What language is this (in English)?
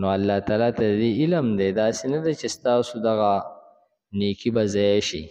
Pashto